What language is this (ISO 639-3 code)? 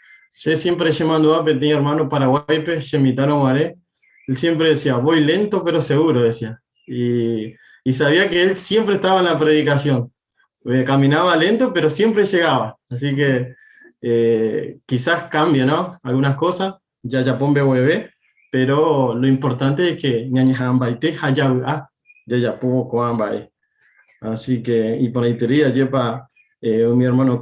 grn